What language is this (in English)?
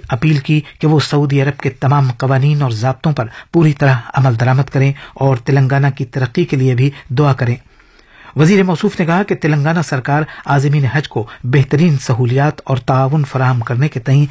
Urdu